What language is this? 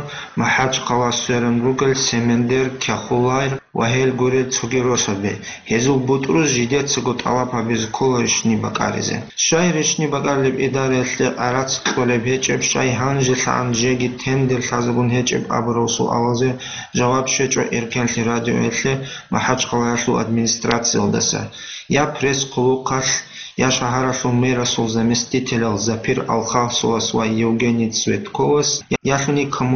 Avaric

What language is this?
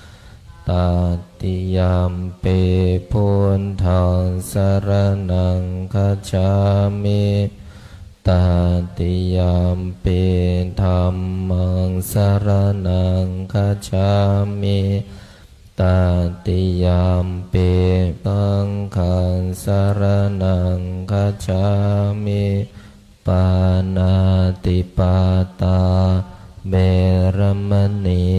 Pali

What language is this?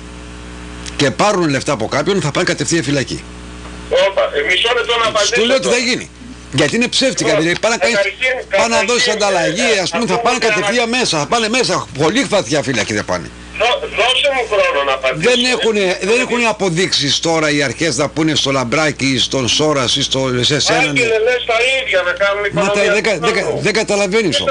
Greek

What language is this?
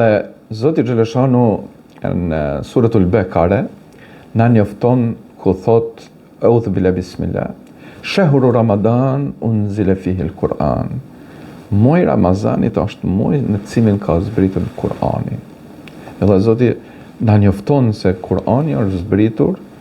Albanian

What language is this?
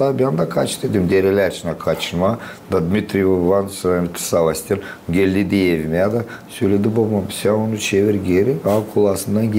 Gagauz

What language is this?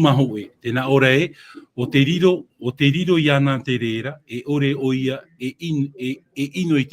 Tahitian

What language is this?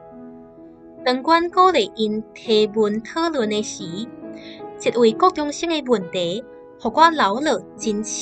Min Nan Chinese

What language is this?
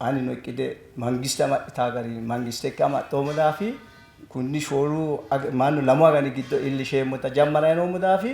Sidamo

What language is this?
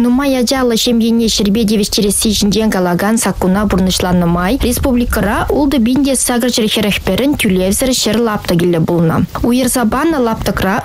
Chuvash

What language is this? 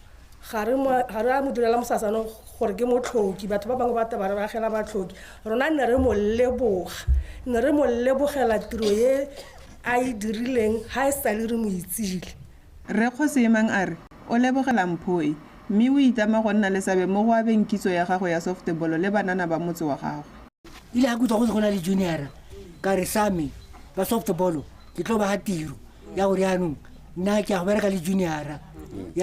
Tswana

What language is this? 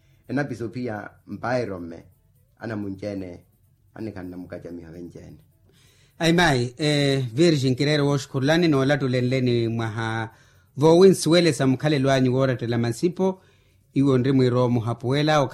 Makhuwa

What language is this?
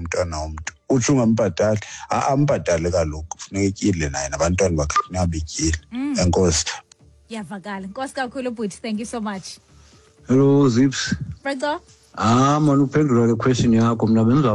Xhosa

